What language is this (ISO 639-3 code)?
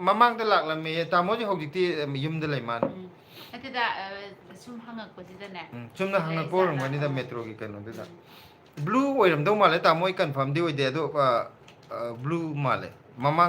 mni